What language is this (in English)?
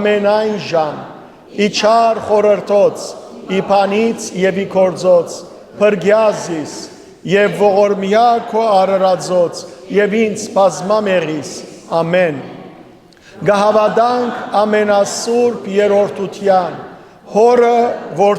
Western Armenian